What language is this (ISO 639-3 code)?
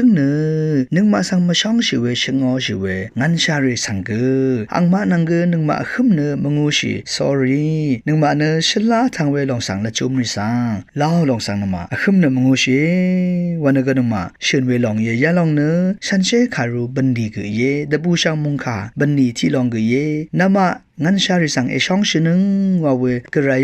raw